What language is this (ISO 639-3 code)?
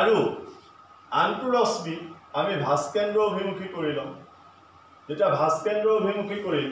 asm